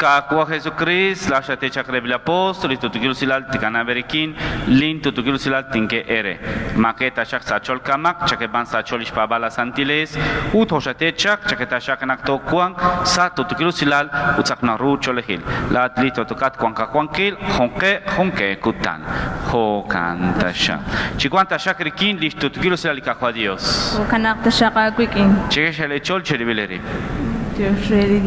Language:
Kekchí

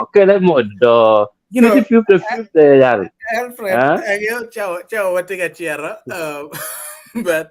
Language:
Acoli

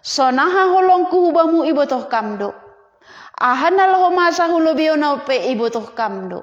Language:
Batak Simalungun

